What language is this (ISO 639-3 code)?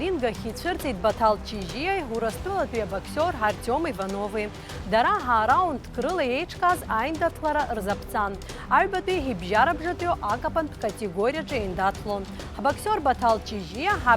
abk